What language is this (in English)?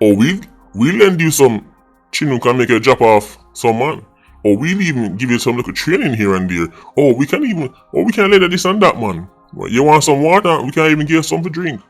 Jamaican Creole English